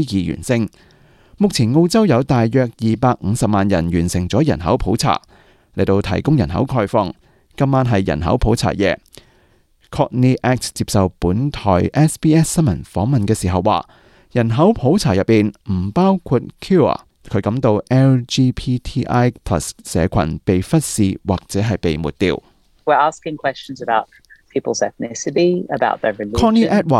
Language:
Cantonese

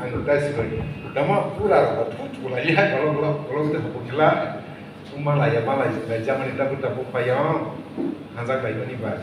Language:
Kok Borok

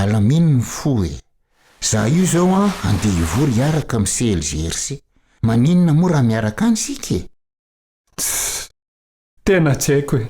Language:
Malagasy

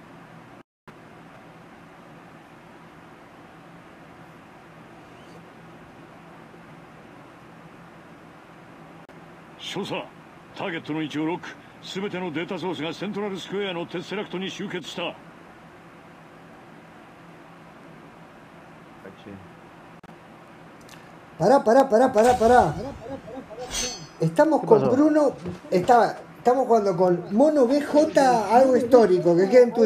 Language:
Spanish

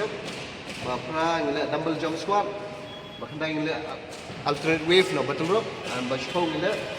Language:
Khasi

